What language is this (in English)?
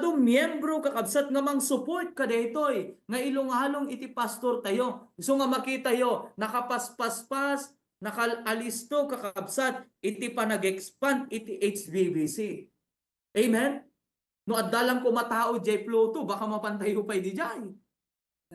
Iloko